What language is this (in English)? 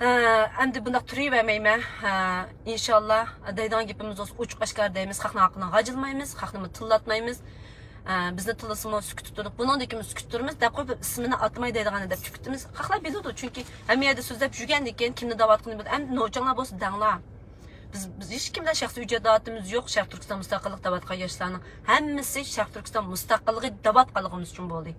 Uyghur